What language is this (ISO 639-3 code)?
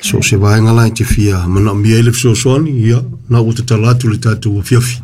smo